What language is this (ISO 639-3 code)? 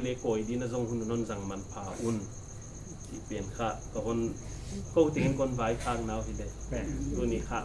pck